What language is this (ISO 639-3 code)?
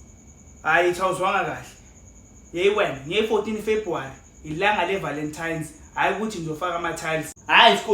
zul